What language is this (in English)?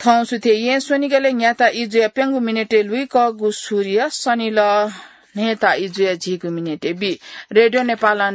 Newari